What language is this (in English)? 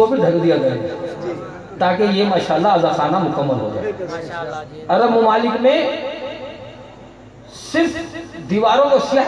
Urdu